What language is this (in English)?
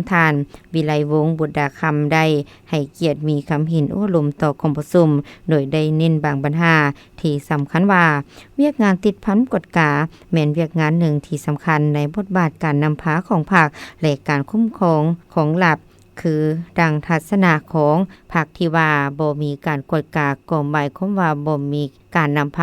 Lao